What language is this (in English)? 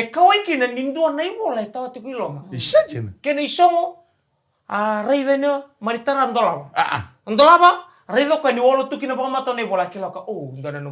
Fijian